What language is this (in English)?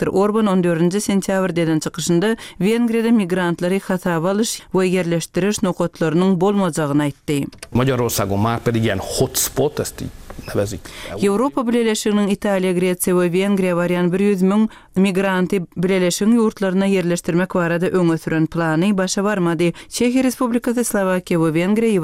Turkmen